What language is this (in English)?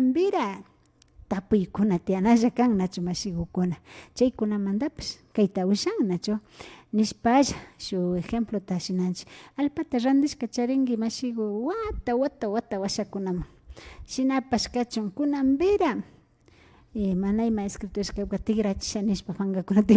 Imbabura Highland Quichua